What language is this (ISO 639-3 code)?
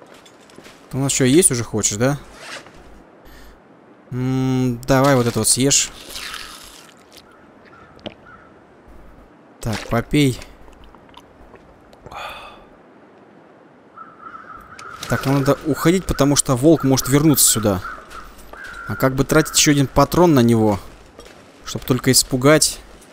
rus